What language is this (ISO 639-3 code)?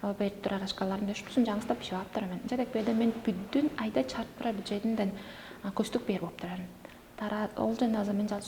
tyv